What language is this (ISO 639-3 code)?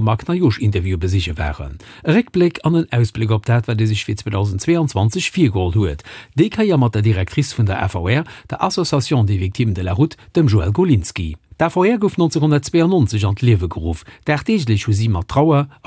ltz